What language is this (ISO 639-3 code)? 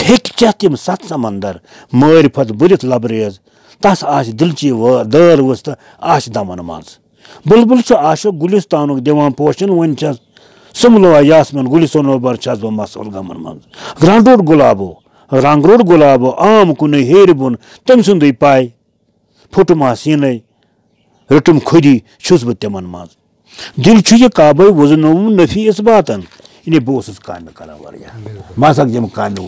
kas